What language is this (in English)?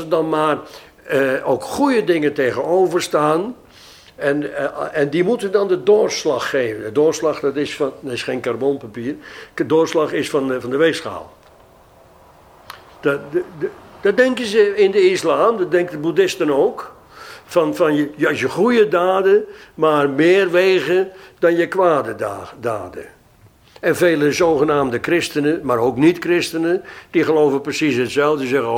Dutch